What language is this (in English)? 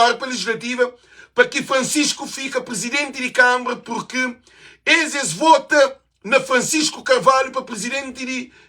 Kabuverdianu